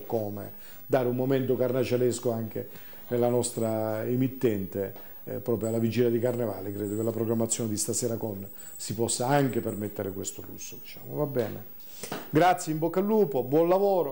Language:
Italian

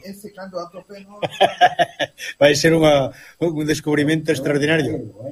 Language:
Galician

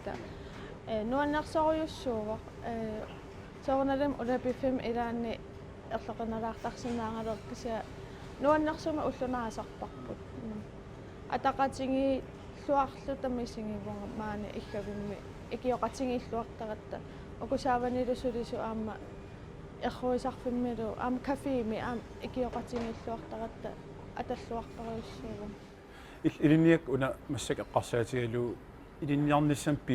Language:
Kalaallisut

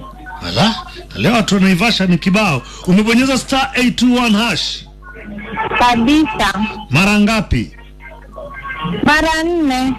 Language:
Swahili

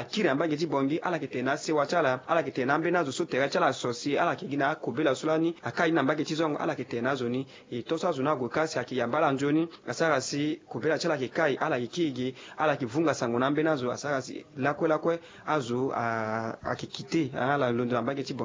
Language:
Sango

